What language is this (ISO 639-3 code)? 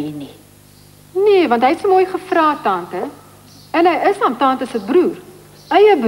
afr